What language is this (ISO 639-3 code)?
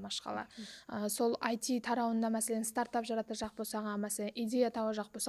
kaa